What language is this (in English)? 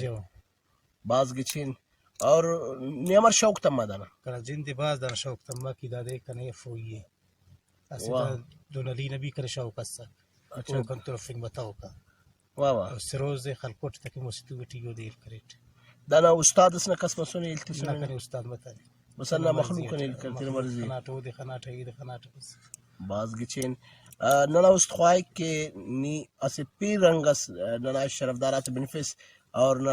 Brahui